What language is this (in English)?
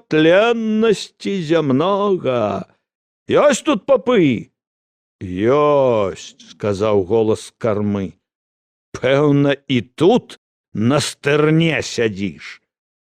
Belarusian